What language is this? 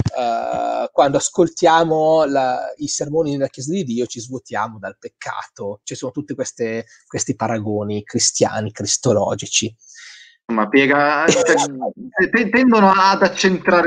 Italian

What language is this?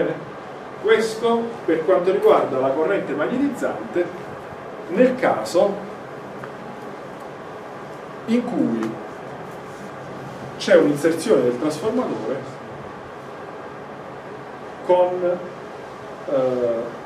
Italian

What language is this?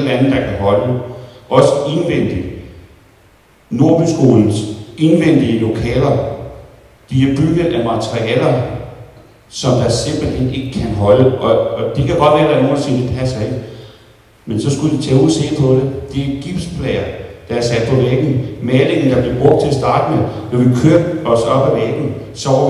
Danish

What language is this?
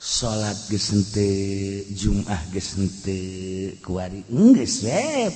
Sundanese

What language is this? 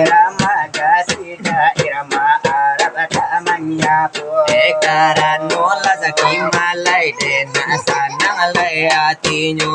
Minangkabau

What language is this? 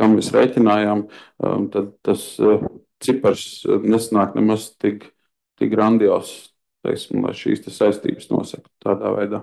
Latvian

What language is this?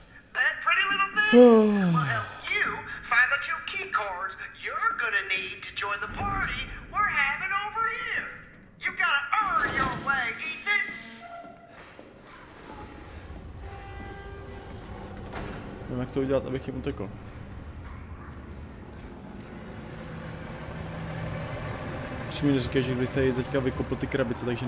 Czech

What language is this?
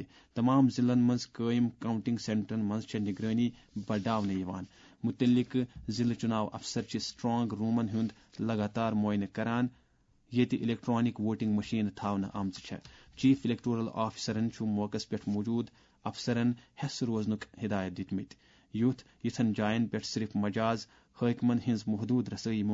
Kashmiri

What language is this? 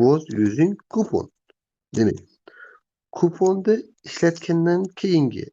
Uzbek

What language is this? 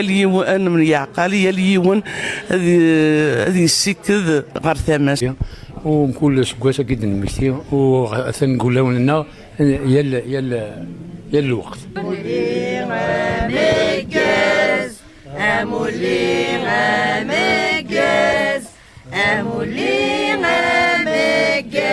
Kabyle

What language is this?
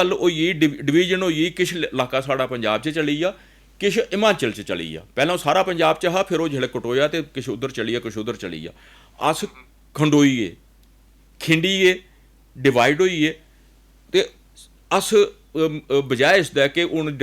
Dogri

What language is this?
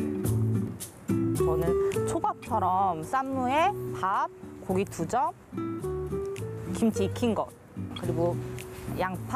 Korean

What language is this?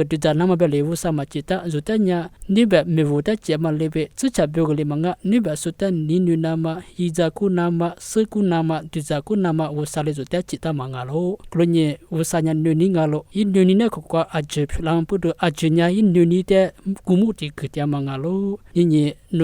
Lisu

